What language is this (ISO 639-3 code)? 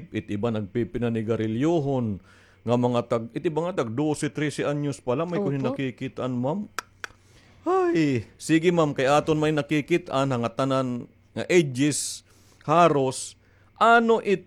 war